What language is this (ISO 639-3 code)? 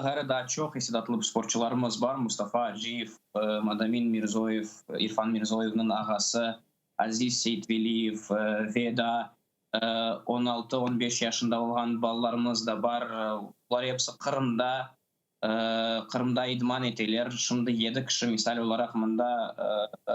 crh